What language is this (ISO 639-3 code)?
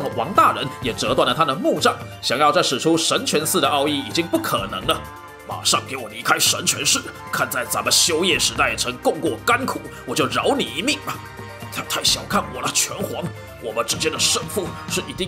zho